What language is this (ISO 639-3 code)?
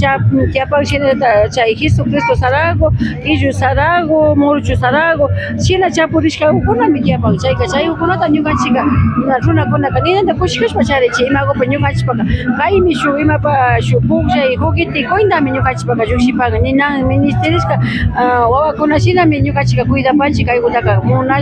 qvi